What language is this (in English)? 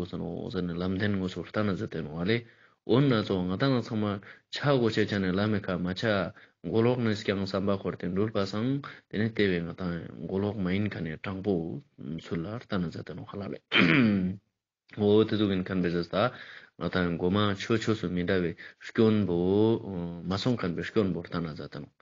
Ladakhi